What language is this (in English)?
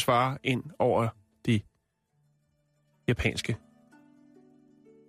Danish